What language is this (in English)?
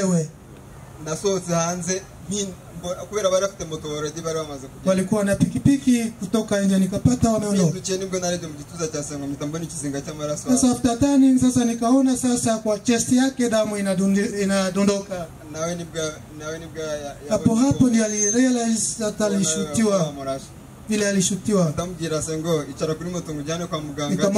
Kinyarwanda